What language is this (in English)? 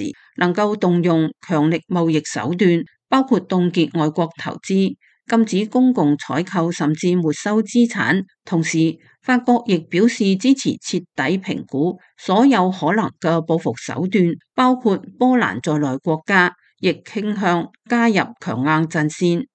Cantonese